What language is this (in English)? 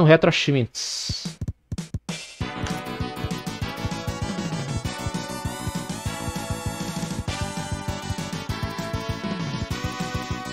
Portuguese